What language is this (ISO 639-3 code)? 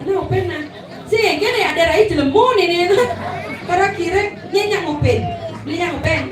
ban